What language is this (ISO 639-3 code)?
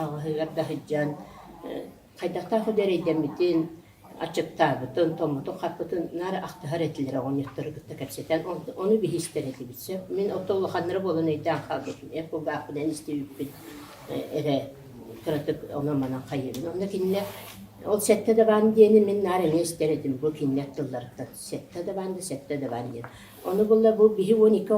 sah